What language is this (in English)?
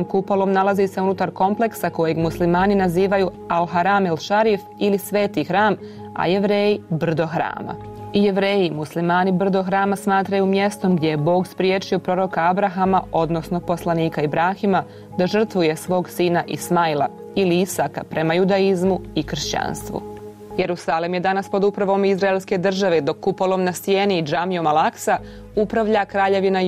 Bosnian